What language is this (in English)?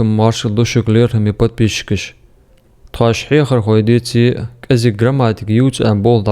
Ingush